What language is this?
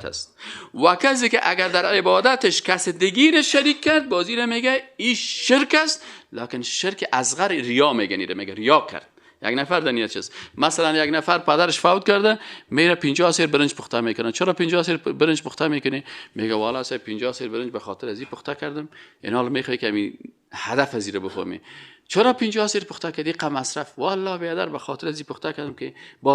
Persian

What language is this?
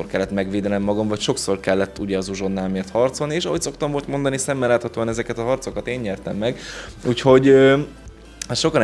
Hungarian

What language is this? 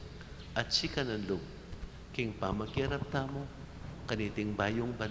Pampanga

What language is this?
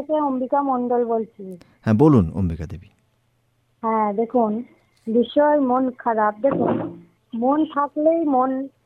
Bangla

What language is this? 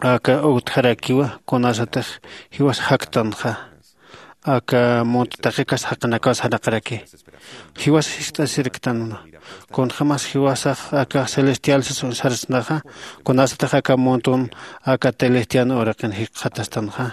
Aymara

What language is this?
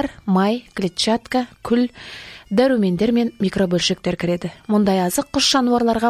Kazakh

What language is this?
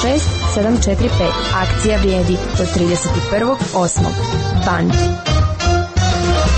Croatian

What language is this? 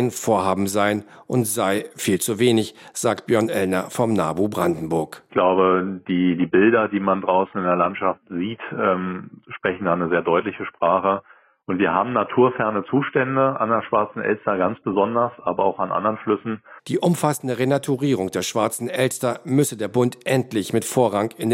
German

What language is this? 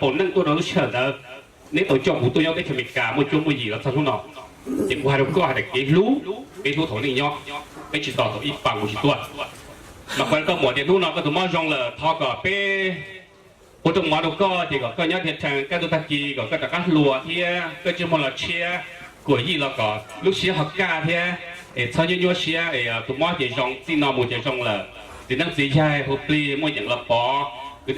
Hmong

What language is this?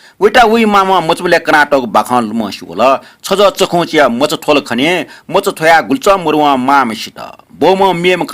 Newari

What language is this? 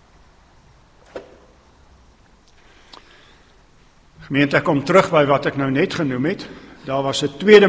Afrikaans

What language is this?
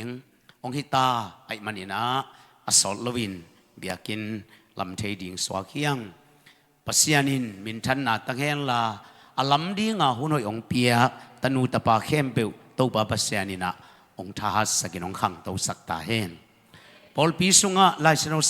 Tedim Chin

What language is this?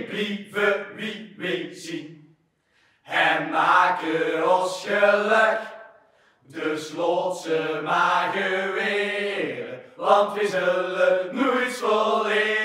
Limburgish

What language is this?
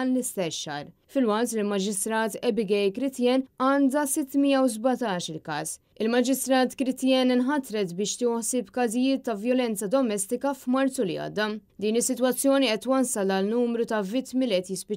Maltese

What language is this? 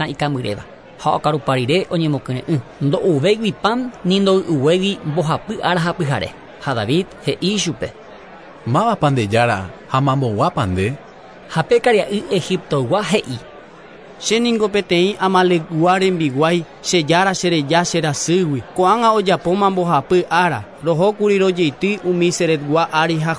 Guarani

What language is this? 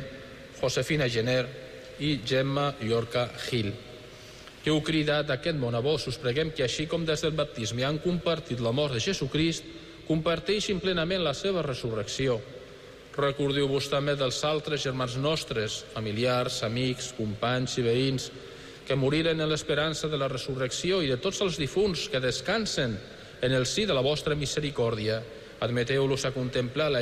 Catalan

